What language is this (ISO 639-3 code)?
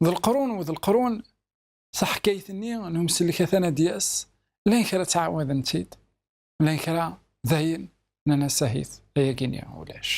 kab